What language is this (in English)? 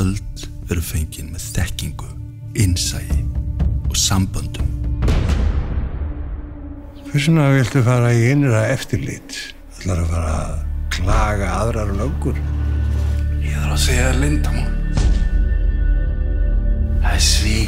Icelandic